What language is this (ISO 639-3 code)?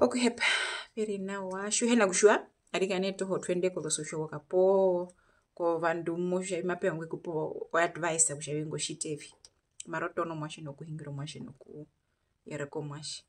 her